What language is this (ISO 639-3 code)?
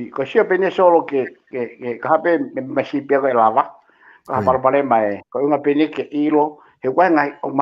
ton